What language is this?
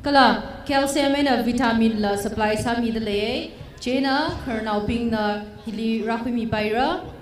Tangkhul Naga (India)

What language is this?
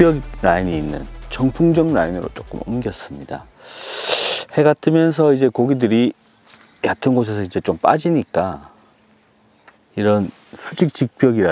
Korean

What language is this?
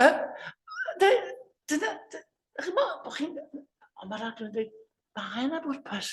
Welsh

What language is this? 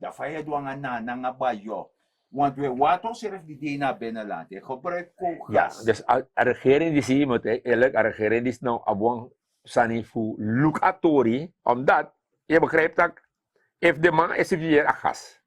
Sranan Tongo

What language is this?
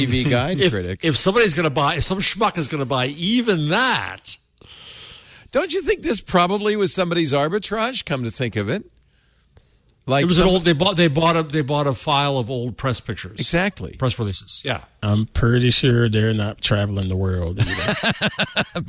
English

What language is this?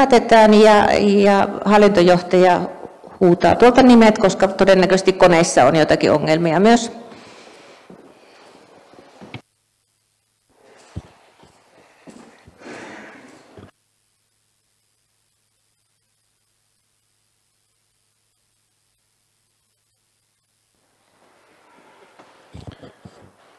Finnish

